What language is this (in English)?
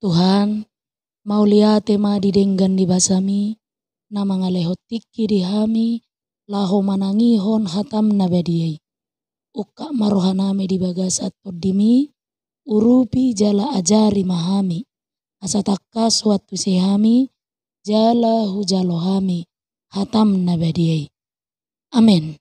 Batak Toba